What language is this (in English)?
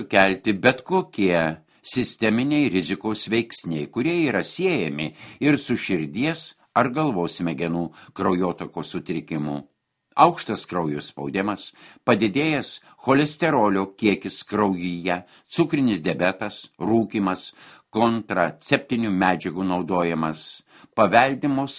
Lithuanian